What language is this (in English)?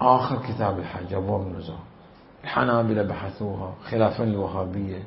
Mesopotamian Arabic